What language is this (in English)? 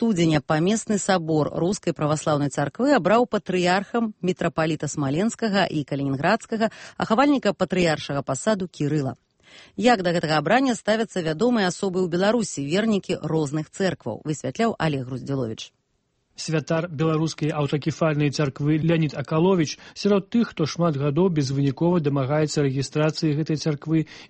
Belarusian